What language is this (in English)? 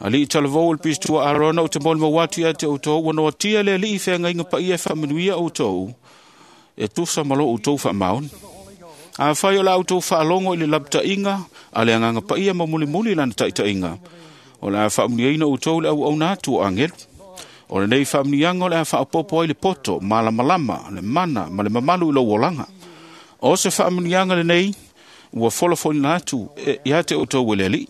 Samoan